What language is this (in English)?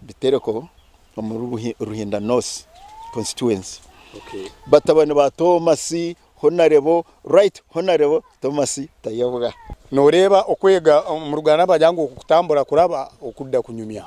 Nyankole